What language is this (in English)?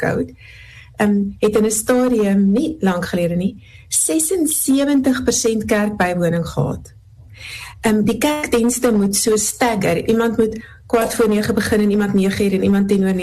Afrikaans